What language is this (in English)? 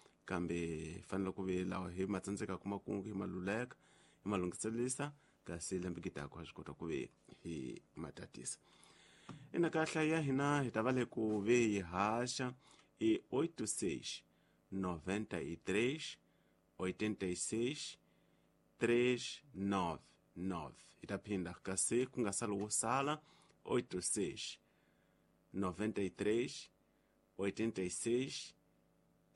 Tsonga